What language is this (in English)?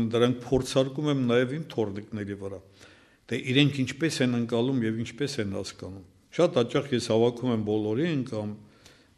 Armenian